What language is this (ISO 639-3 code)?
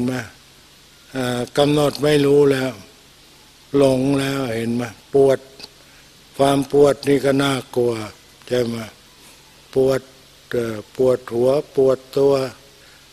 tha